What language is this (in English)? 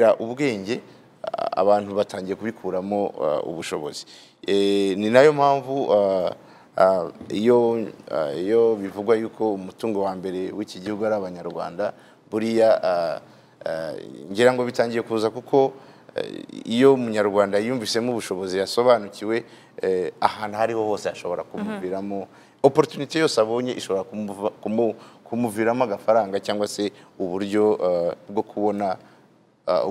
Kinyarwanda